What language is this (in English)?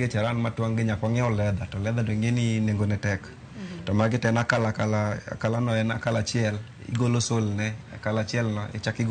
Luo (Kenya and Tanzania)